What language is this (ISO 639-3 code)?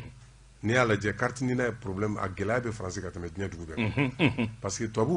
bam